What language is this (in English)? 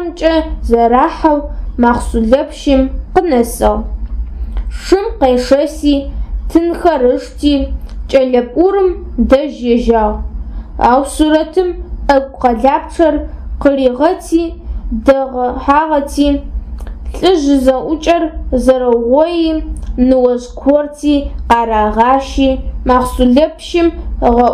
Adyghe